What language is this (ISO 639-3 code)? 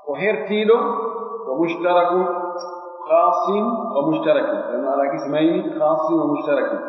fuf